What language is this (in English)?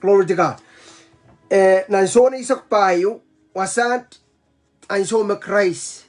Pohnpeian